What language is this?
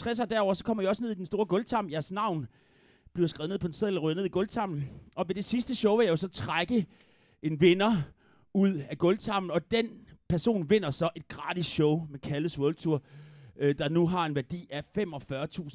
Danish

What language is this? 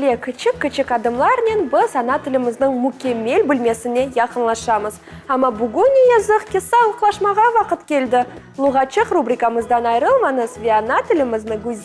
Crimean Tatar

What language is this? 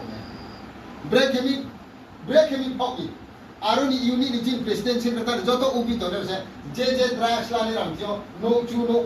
Riang (India)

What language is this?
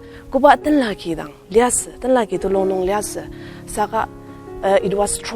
Ao Naga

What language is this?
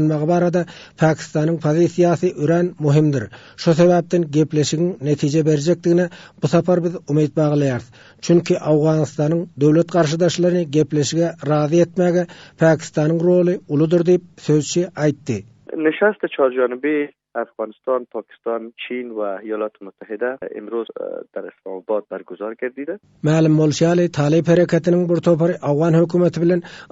Turkmen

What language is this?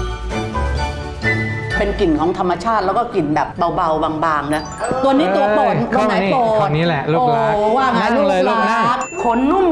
Thai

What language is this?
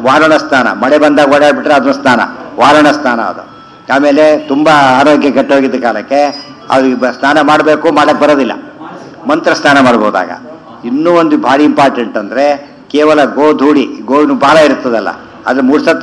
Kannada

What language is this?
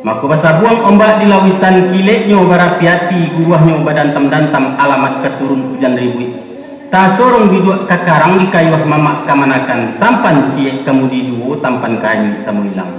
Minangkabau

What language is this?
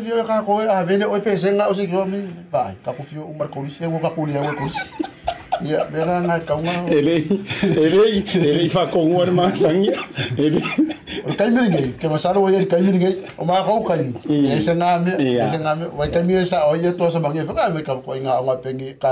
Samoan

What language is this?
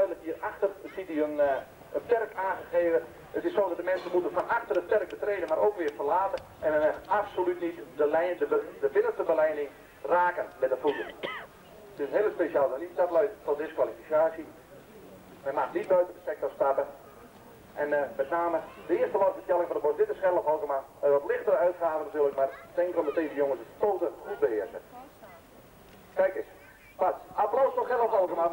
Dutch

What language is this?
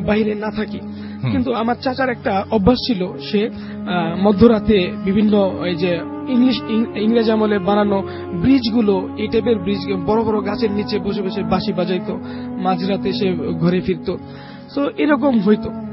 Bangla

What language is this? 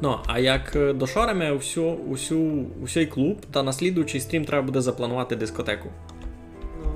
Rusyn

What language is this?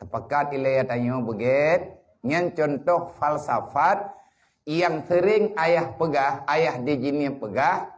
Achinese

